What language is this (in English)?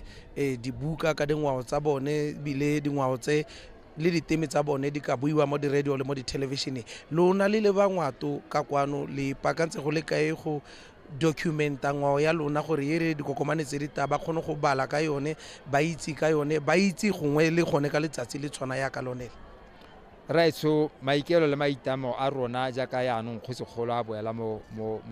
Tswana